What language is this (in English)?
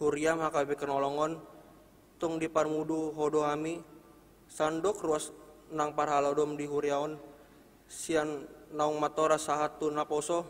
Batak Toba